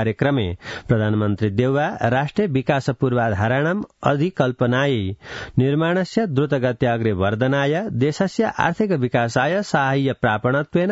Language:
Sanskrit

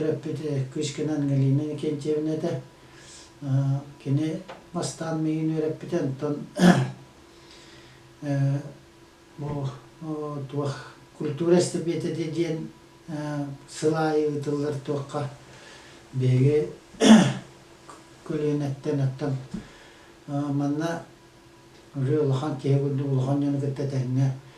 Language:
Yakut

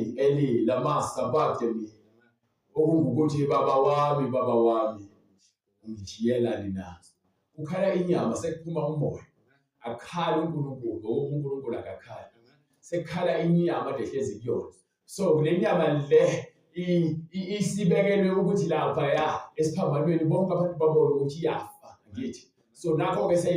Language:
Zulu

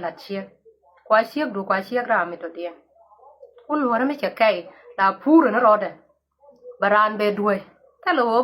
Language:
Nuer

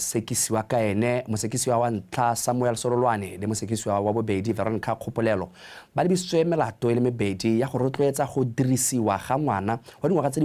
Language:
Tswana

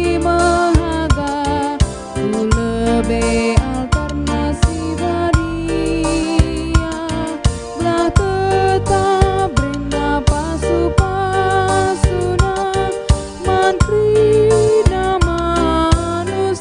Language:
Batak Karo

